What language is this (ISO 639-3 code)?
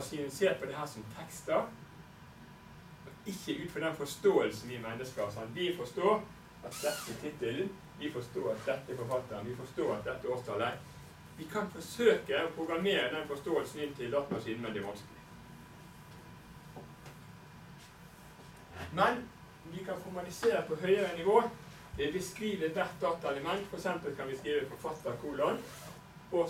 nor